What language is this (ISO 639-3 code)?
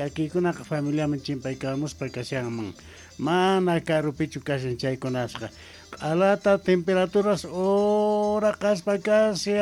quh